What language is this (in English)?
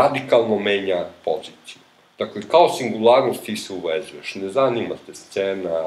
Serbian